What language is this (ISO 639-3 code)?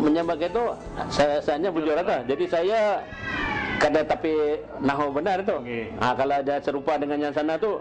bjn